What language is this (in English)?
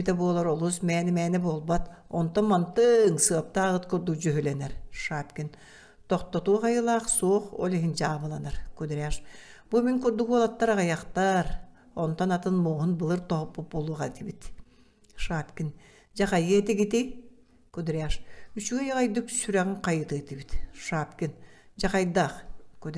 Yakut